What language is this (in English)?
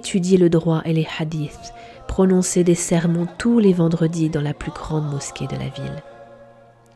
French